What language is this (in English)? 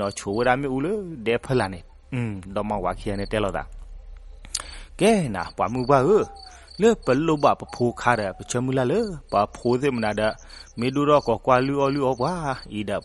S'gaw Karen